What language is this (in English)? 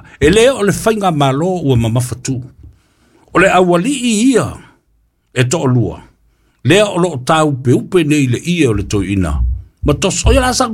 Samoan